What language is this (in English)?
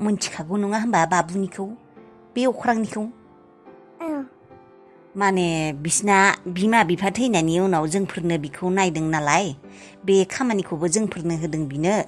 Bodo